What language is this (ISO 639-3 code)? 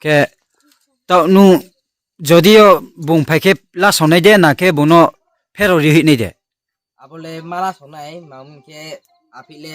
ria